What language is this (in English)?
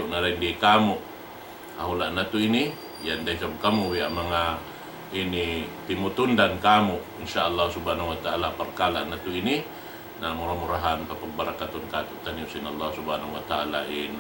Tausug